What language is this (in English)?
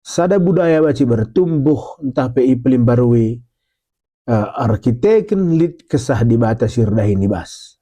Batak Karo